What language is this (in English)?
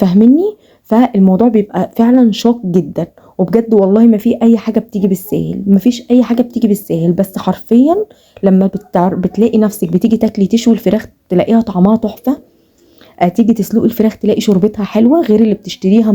Egyptian Arabic